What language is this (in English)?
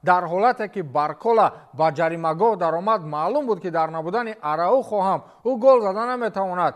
Tajik